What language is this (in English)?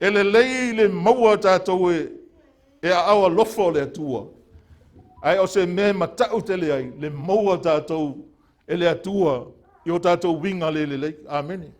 Samoan